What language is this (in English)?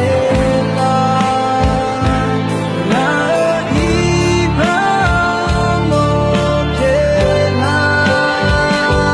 Akha